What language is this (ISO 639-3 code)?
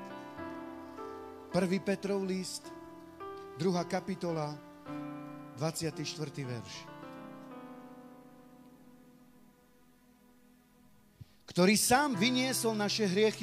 slk